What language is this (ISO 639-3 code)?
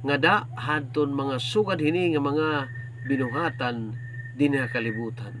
war